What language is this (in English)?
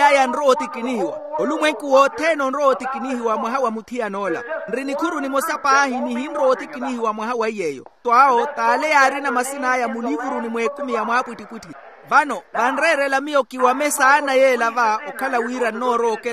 Makhuwa